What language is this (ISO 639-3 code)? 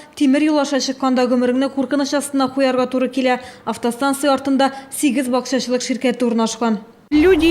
tat